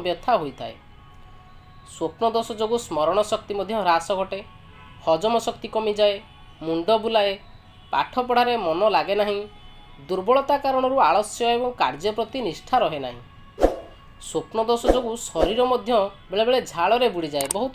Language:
Odia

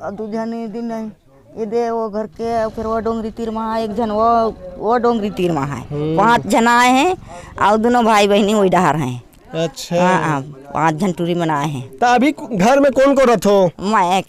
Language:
Chhattisgarhi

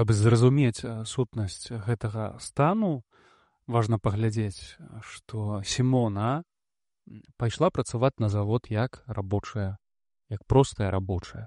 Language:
Belarusian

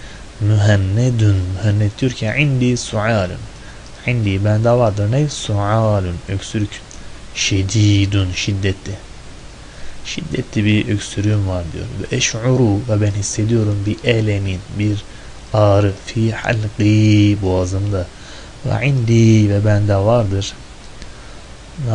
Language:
Turkish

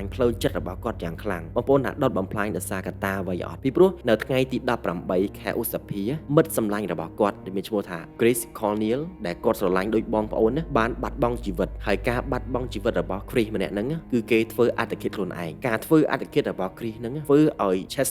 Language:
Khmer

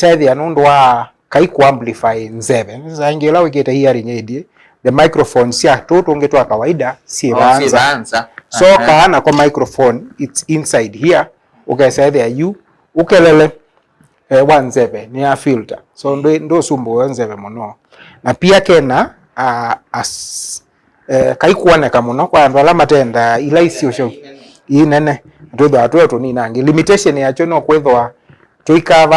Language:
Kamba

